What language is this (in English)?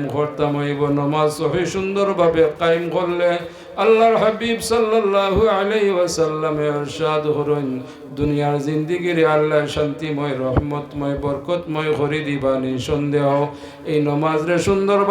Sylheti